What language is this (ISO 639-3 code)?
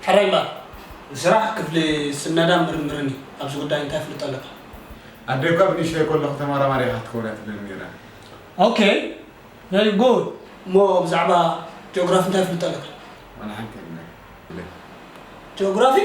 tir